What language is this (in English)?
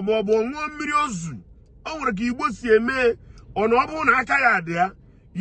Igbo